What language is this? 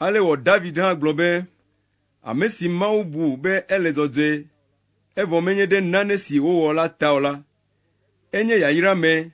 Ewe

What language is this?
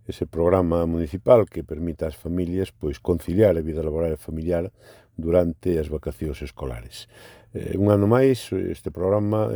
Galician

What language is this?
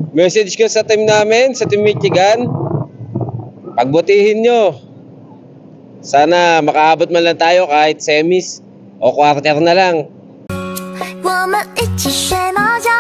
Filipino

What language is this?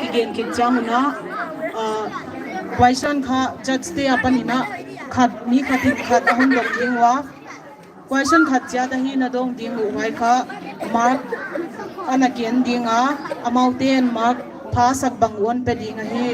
Paite Chin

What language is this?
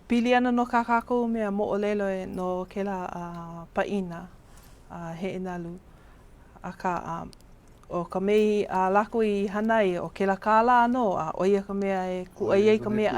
Hawaiian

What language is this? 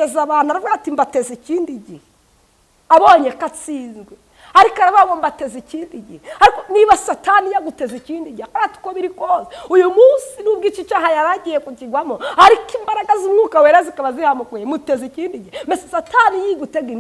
Kinyarwanda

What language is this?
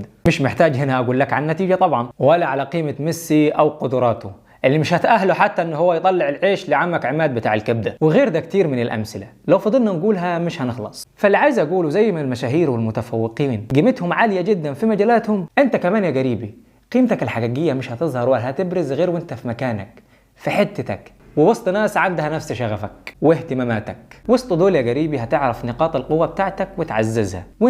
Egyptian Arabic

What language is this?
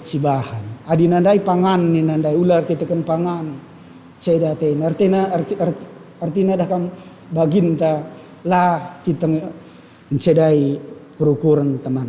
Batak Karo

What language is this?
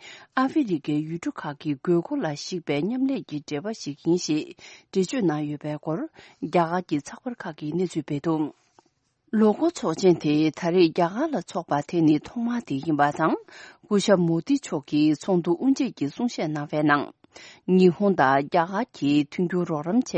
Tibetan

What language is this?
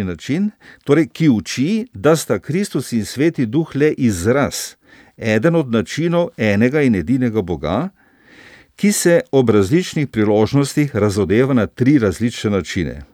Slovenian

